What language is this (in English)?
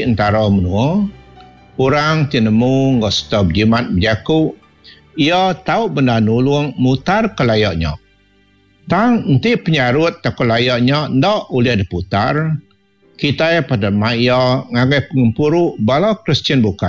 Iban